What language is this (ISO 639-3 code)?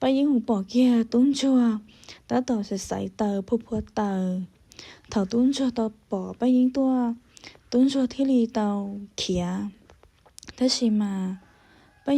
hmn